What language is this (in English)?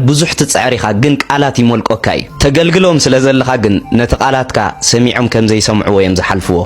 Tigrinya